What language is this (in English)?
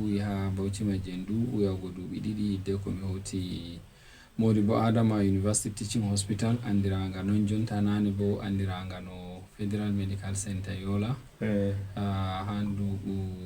Fula